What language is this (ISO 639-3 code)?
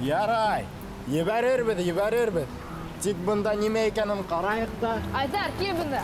bak